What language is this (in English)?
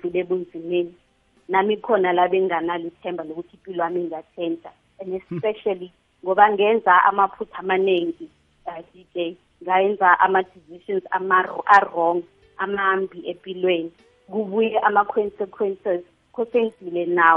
South Ndebele